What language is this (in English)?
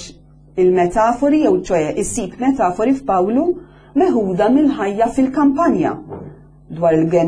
Maltese